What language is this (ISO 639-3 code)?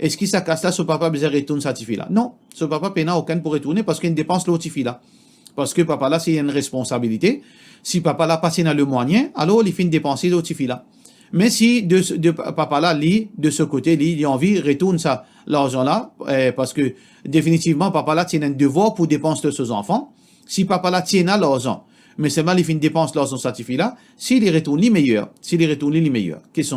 mfe